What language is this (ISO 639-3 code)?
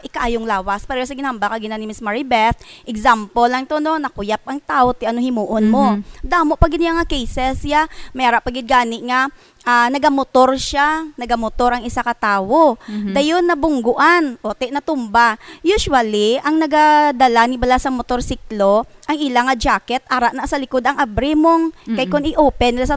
hil